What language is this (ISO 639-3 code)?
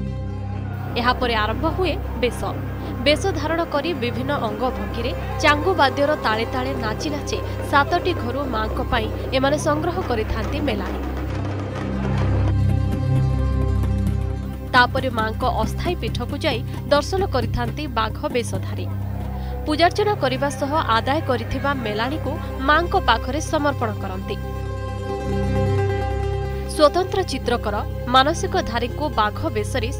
ori